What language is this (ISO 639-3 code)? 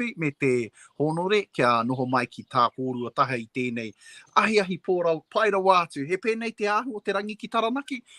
mri